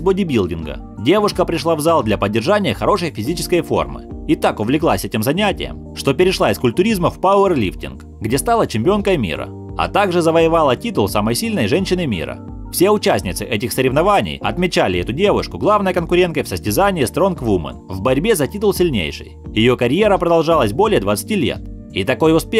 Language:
Russian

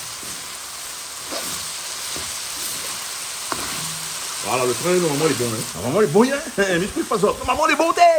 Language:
Réunion Creole French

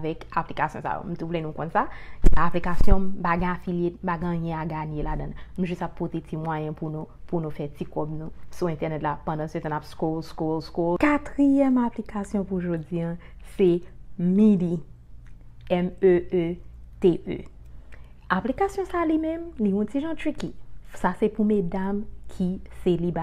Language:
Haitian Creole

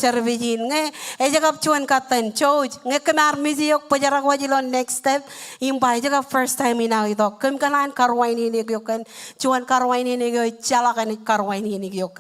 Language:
Marshallese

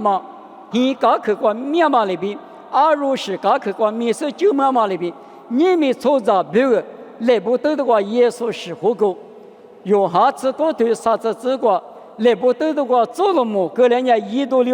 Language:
Lisu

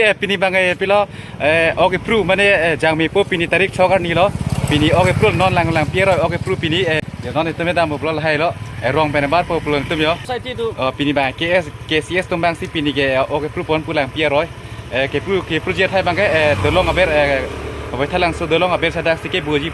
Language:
Karbi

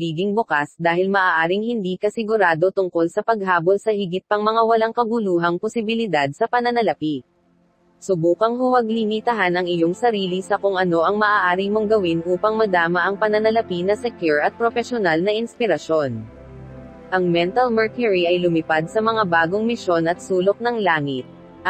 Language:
Filipino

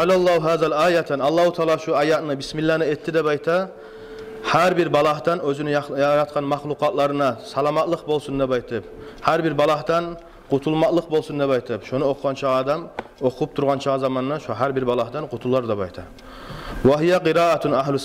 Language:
Kumyk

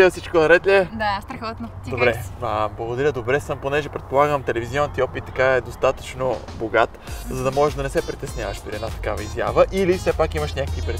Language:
Bulgarian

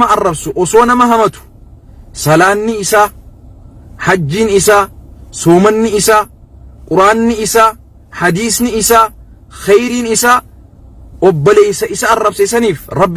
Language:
Oromo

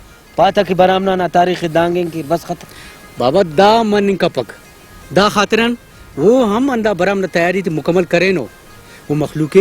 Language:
Brahui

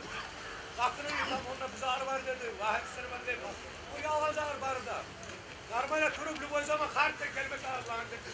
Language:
Kumyk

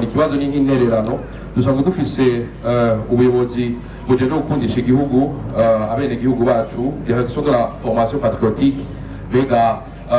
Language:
Rundi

